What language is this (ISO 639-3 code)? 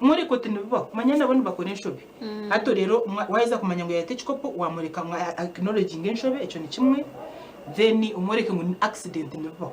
nyn